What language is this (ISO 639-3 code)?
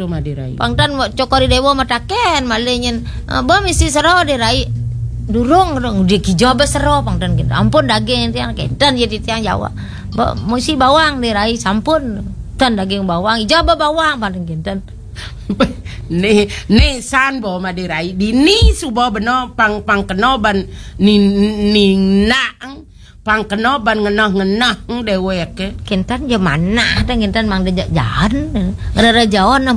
ban